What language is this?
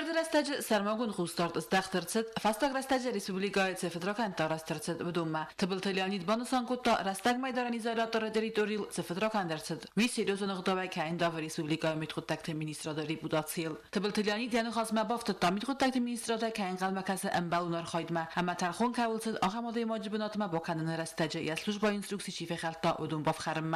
Ossetic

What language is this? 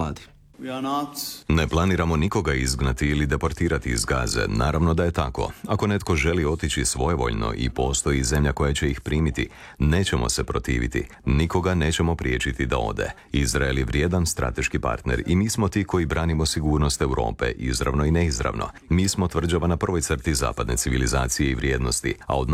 Croatian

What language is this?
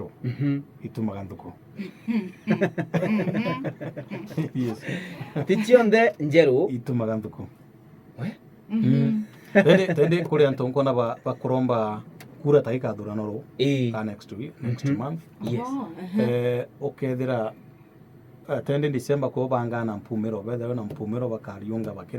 Meru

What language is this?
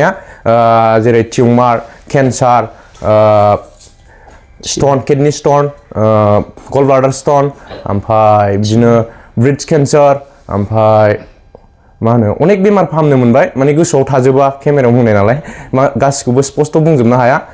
Bodo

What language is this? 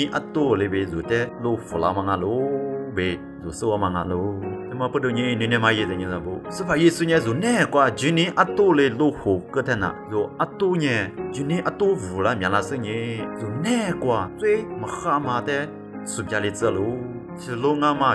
Lisu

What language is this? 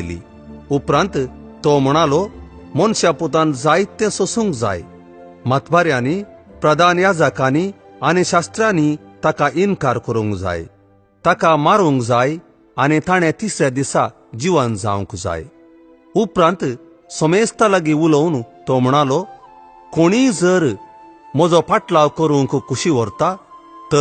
Konkani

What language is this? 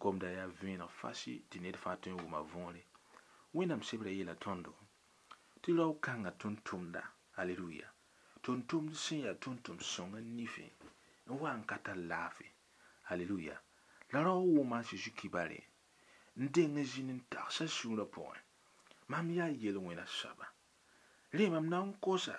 Mossi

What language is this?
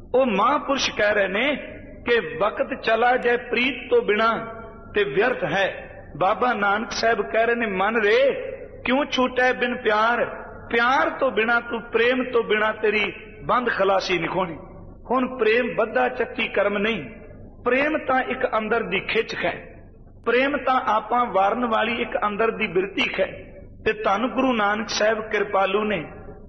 Punjabi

